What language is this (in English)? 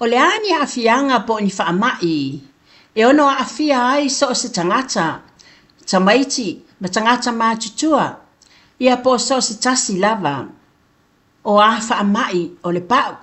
Samoan